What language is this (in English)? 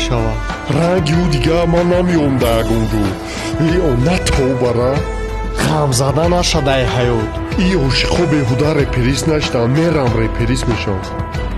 Tajik